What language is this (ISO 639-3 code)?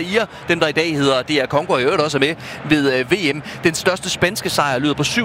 dan